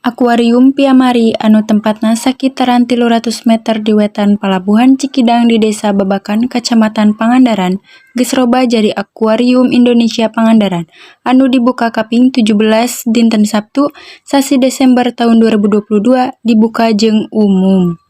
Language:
Sundanese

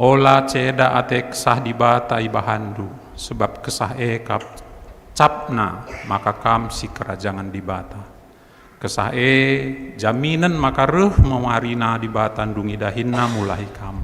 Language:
Batak Karo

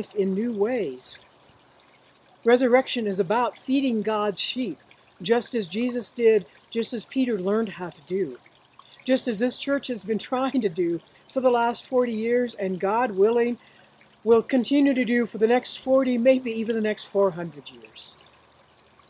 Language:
English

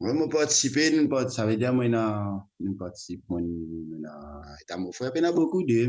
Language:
Morisyen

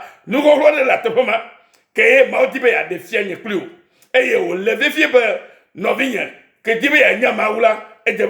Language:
Ewe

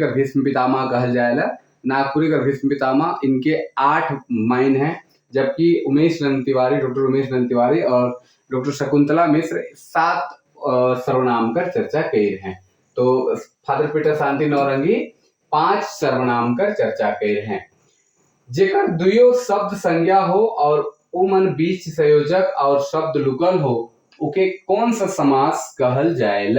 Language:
Sadri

